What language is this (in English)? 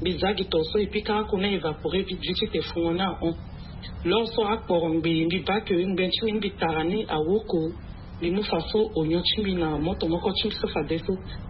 Sango